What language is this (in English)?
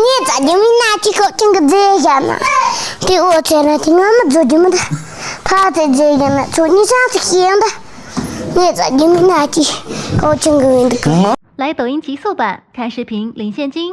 Tibetan